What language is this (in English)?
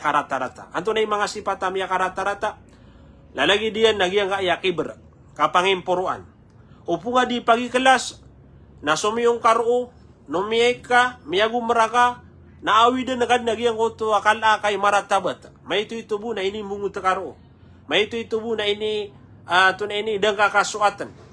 Maranao